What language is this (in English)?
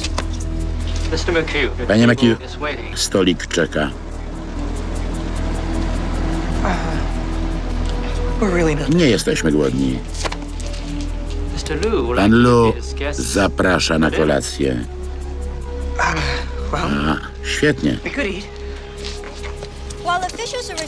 Polish